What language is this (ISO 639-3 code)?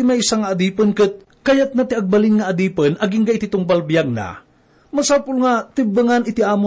ilo